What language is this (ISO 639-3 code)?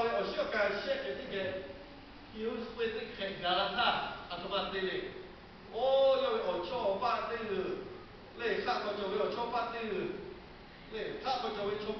lhu